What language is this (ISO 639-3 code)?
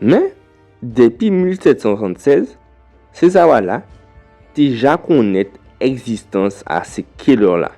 gcf